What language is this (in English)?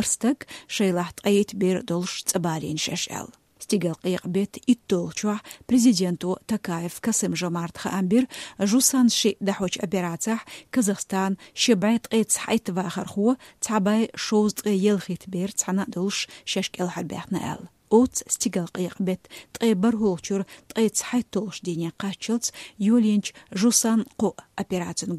Chechen